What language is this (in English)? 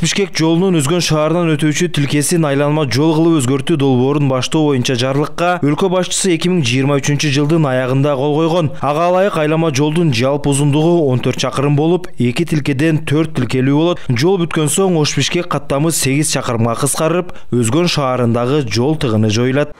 Kyrgyz